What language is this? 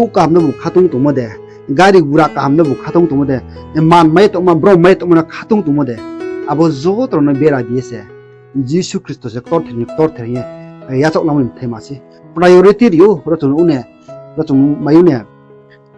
Riang (India)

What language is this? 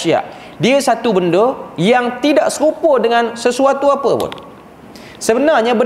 Malay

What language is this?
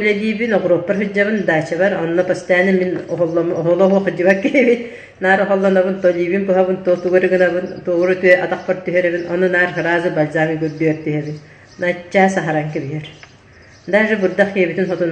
Yakut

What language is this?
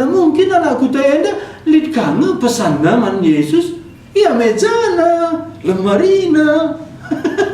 Batak Karo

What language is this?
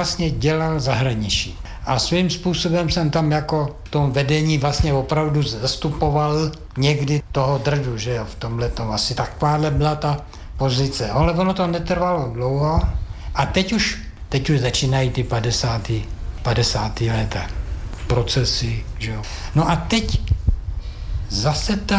Czech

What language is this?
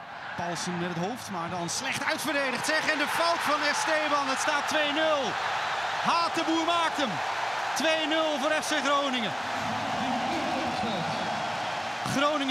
Dutch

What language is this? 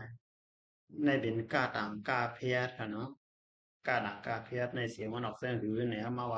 Shan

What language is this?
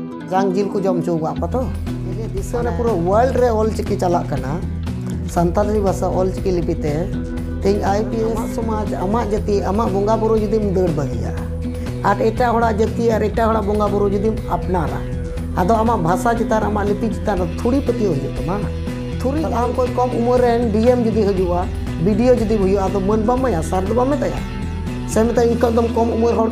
Santali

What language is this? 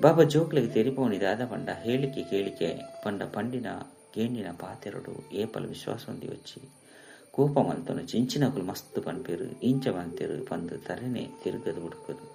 Tulu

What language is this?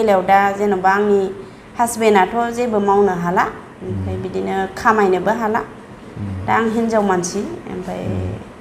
Bodo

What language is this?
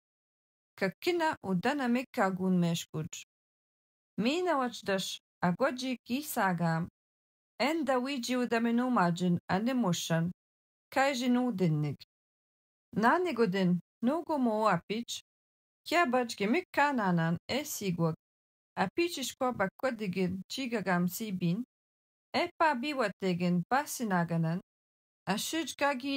Algonquin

